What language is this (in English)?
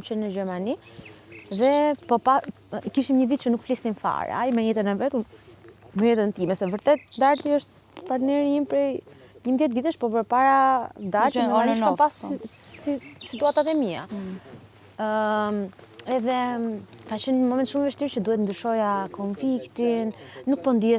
Albanian